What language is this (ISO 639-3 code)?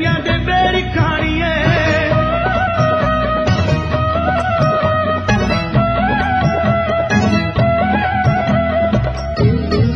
pan